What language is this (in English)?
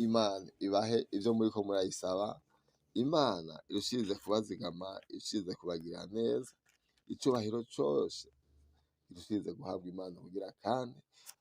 Rundi